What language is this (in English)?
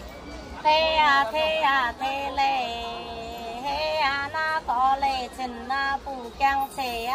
Vietnamese